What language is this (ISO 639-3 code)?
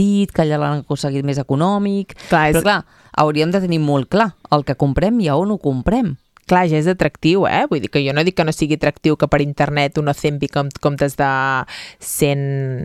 cat